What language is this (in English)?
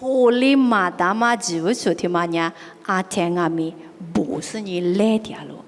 Lisu